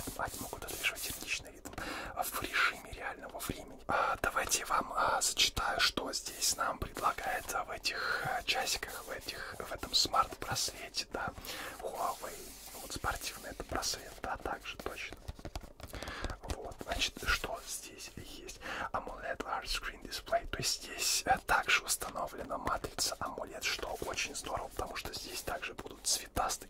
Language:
Russian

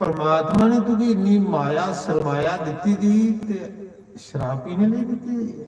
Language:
Dogri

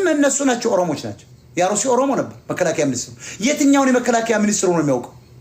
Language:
Amharic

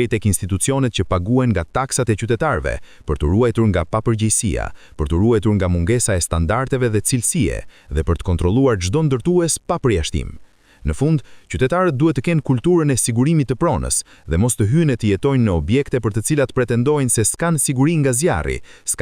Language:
Albanian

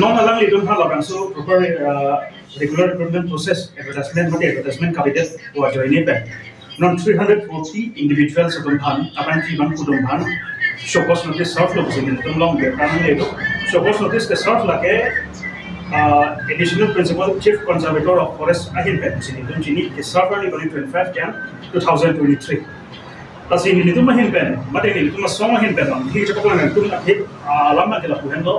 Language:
Karbi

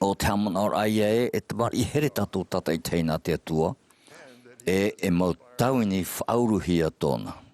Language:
Tahitian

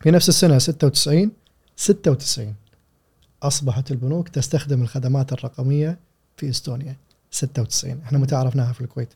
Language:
Gulf Arabic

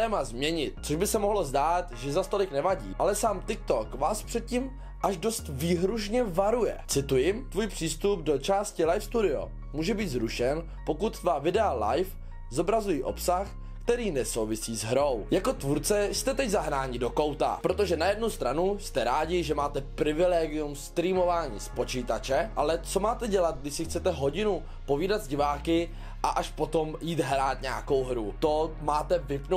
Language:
Czech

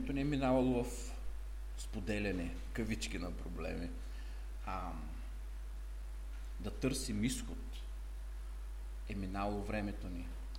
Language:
Bulgarian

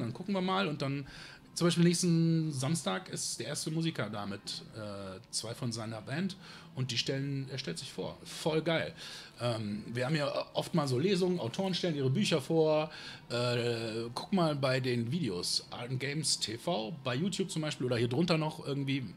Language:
German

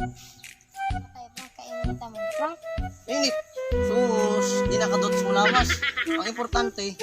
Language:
Cebuano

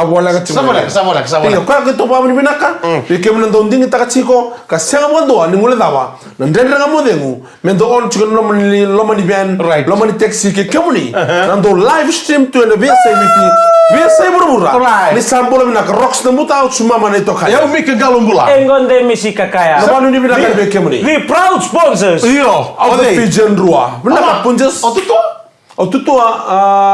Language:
Fijian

